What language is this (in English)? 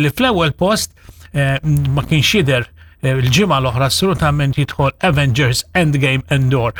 Maltese